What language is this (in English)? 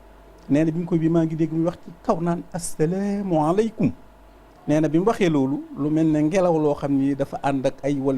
Wolof